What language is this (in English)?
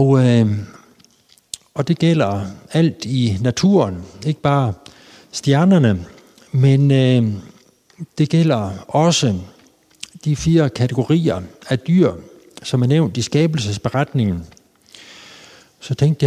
Danish